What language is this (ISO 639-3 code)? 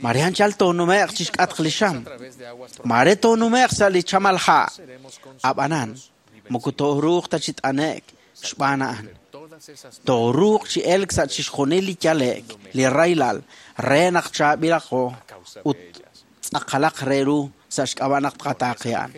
kek